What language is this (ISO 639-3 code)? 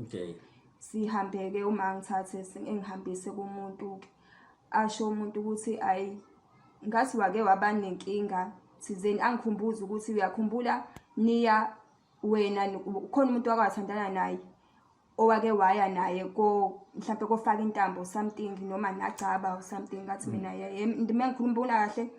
zul